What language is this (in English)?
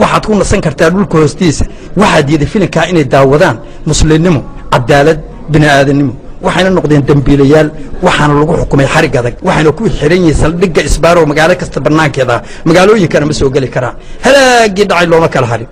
Somali